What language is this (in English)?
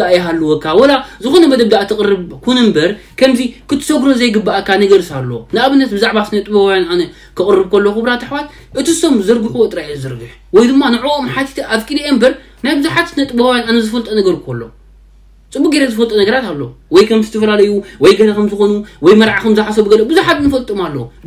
Tigrinya